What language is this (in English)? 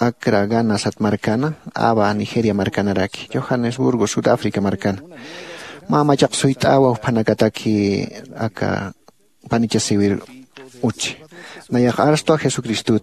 Aymara